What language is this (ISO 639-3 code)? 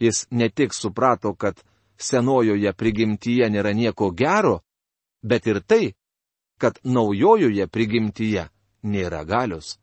lit